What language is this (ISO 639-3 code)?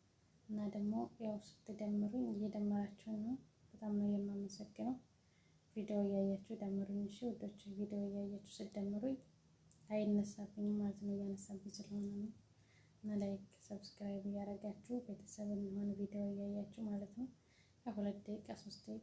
amh